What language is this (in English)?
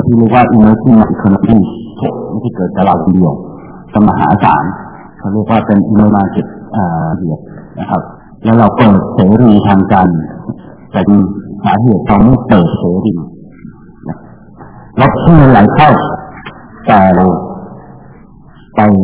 Thai